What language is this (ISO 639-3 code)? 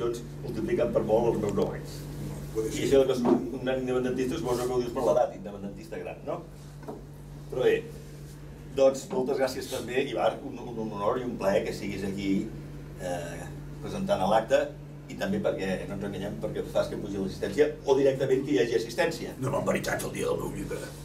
cat